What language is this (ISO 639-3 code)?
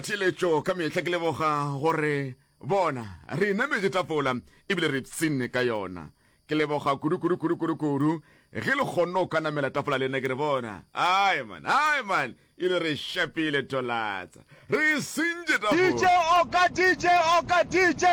nso